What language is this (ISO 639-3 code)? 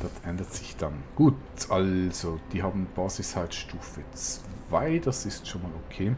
gsw